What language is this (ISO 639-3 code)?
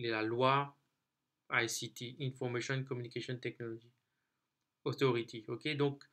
mfe